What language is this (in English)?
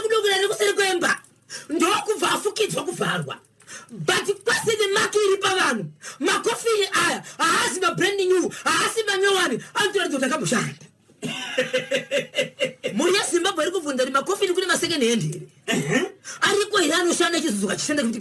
Shona